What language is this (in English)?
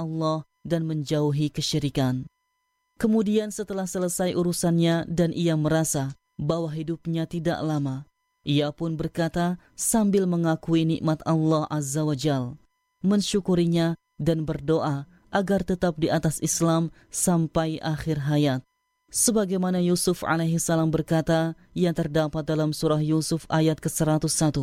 Indonesian